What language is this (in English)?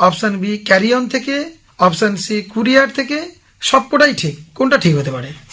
Bangla